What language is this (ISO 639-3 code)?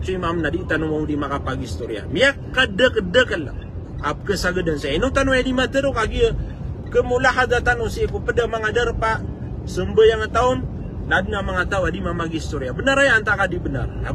mrw